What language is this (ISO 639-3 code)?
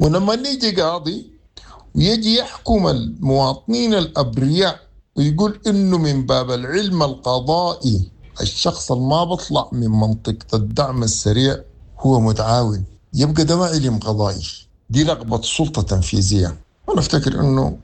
apd